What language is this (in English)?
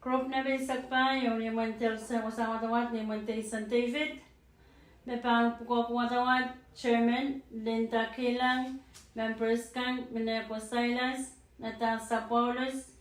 Pohnpeian